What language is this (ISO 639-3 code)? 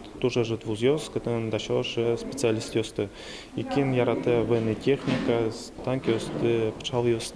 udm